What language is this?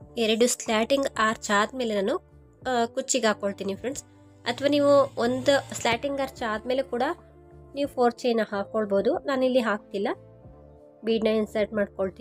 Kannada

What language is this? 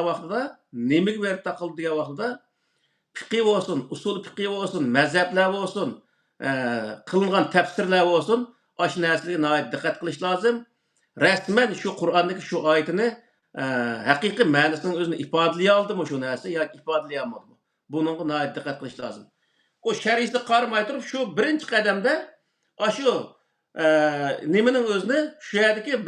Uyghur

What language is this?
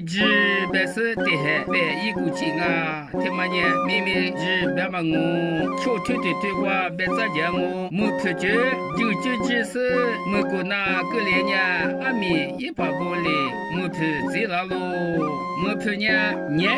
Lisu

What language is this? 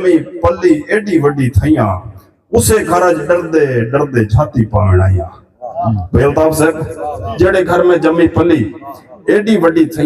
Saraiki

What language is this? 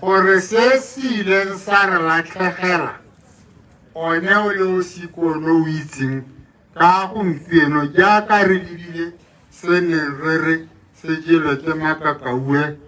Tswana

